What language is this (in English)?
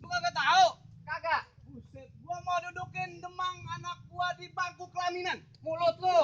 Betawi